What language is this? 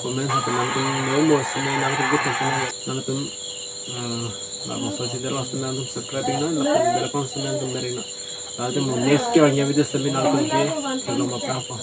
Karbi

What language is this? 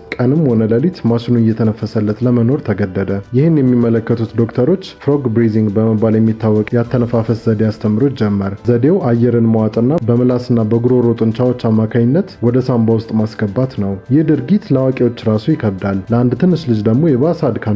Amharic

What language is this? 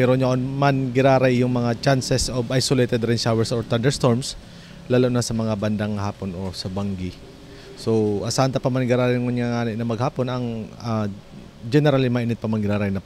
Bikol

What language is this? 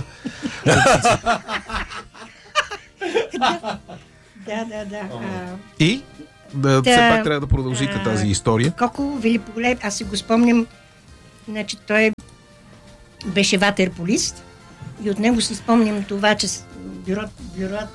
Bulgarian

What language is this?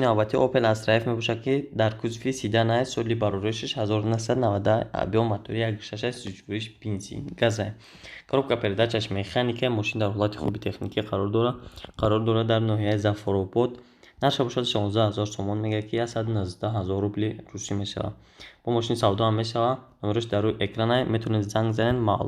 Tajik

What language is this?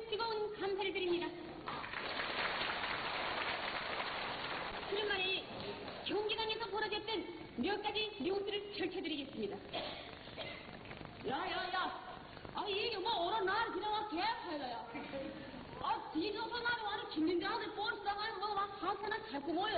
Korean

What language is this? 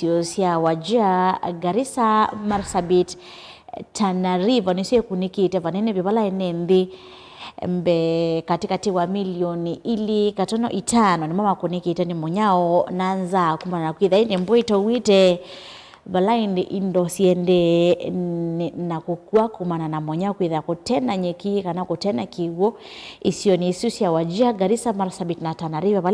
Kamba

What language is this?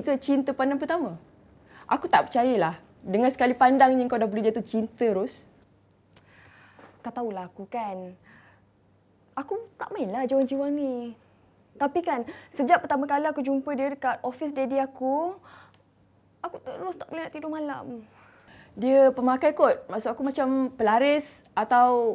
Malay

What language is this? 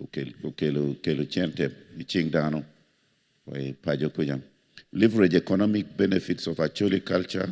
Acoli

